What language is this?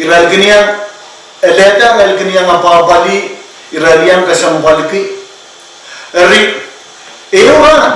Pohnpeian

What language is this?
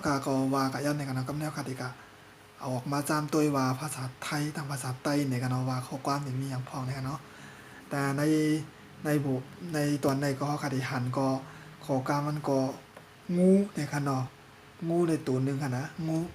Shan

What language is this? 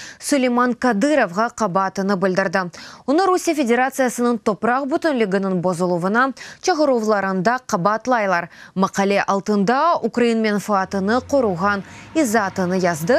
Crimean Tatar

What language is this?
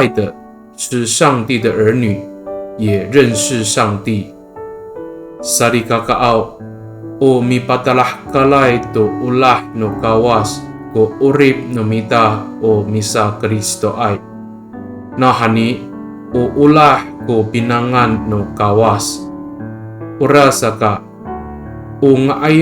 Amis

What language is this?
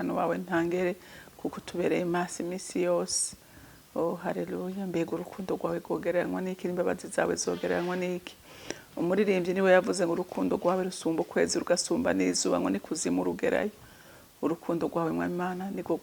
Rundi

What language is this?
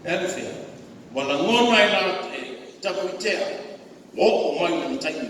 Samoan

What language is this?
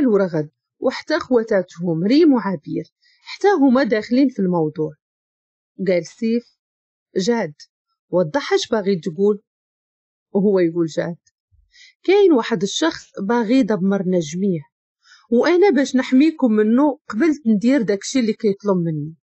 Moroccan Arabic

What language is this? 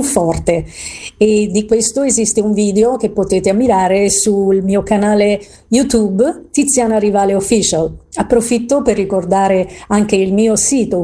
Italian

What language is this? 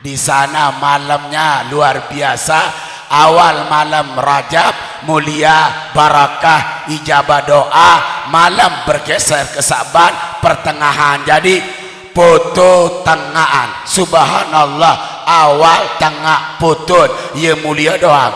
Sasak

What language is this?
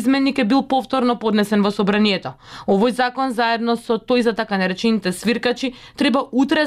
Macedonian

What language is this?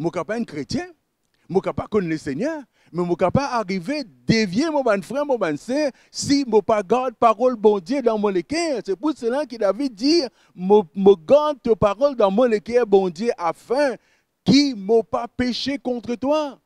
Morisyen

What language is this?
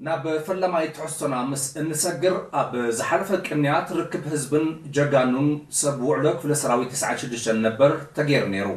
Tigrinya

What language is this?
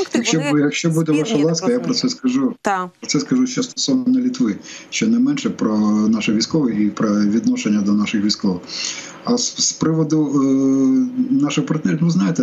Ukrainian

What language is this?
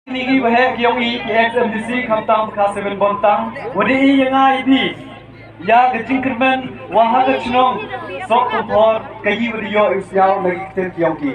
Khasi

